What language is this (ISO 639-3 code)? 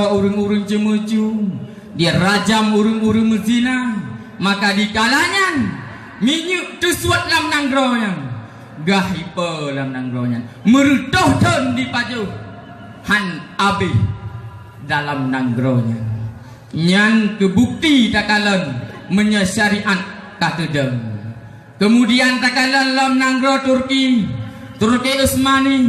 ace